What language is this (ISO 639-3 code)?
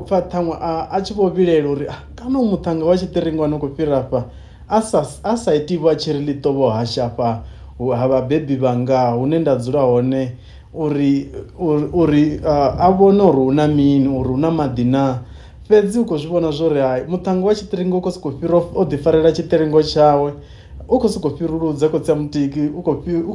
ven